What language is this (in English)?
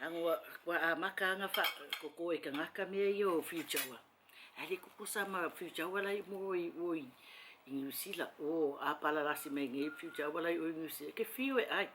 Samoan